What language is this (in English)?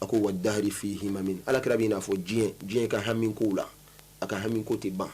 Bambara